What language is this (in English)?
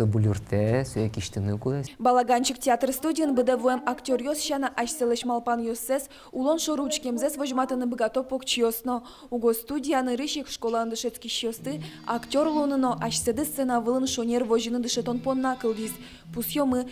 Udmurt